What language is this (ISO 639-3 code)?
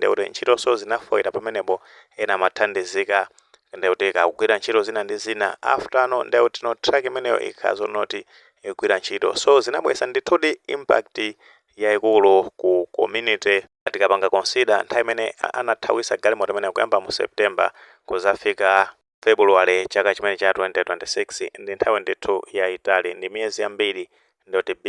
nya